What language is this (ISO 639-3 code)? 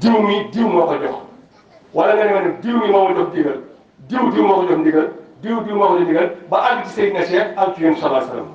wol